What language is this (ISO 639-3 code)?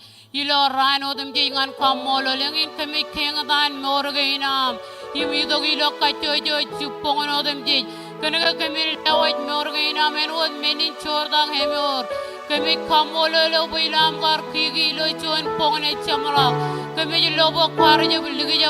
mah